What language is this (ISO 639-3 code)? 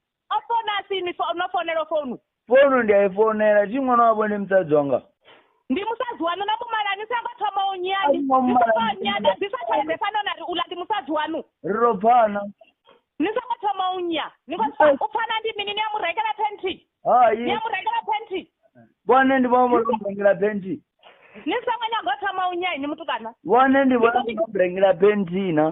ven